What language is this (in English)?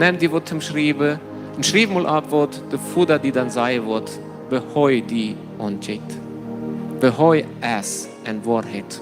Plautdietsch